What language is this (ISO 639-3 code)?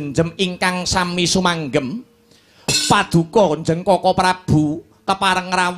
jav